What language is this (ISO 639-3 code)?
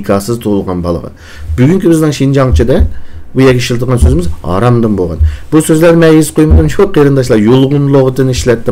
uig